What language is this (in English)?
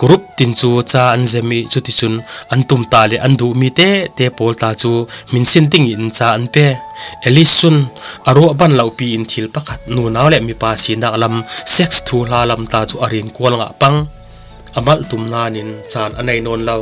Falam Chin